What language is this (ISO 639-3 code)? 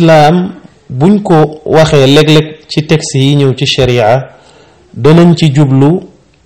wol